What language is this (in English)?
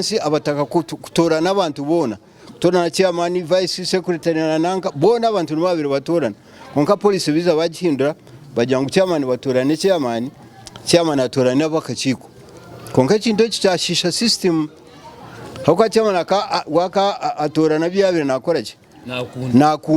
Nyankole